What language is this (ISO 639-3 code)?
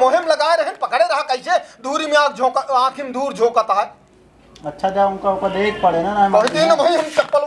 awa